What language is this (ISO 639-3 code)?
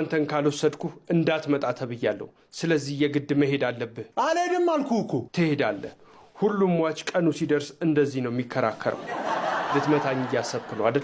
amh